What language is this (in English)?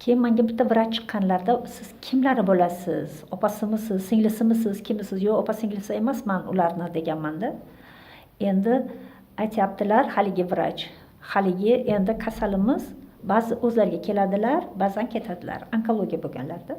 Uzbek